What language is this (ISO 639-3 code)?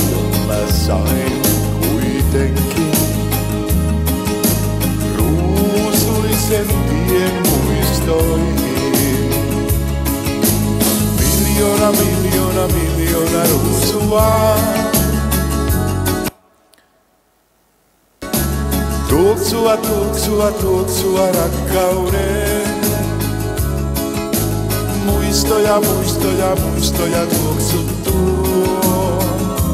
fin